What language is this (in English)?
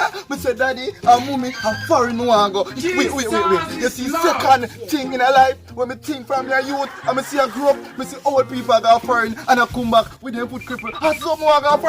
Jamaican Creole English